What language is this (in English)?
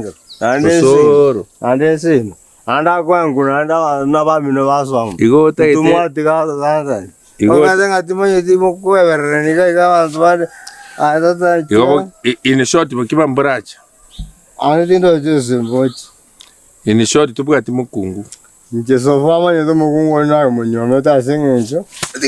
Gusii